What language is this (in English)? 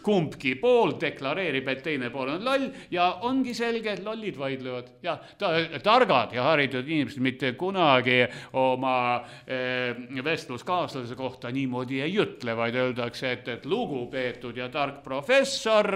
Estonian